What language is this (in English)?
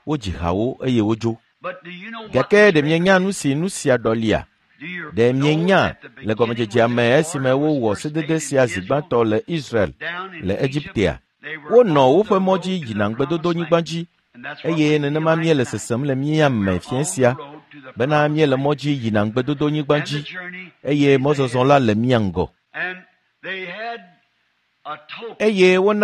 Ewe